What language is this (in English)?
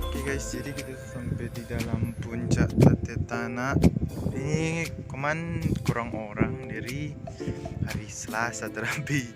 Manado Malay